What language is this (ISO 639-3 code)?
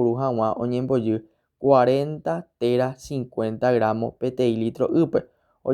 grn